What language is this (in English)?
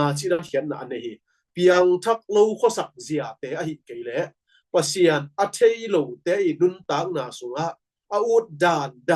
Tedim Chin